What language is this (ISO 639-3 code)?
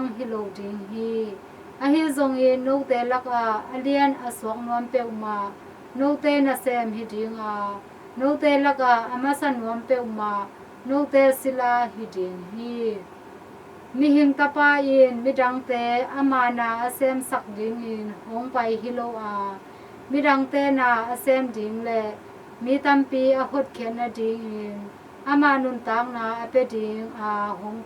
ctd